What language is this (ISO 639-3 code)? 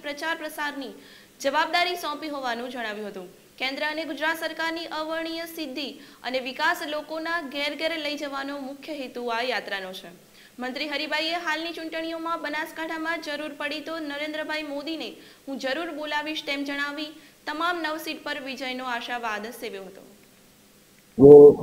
guj